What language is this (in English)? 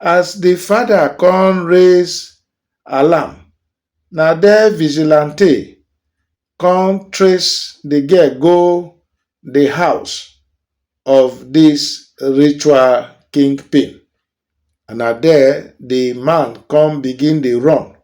Nigerian Pidgin